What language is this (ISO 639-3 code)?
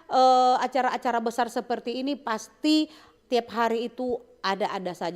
xmm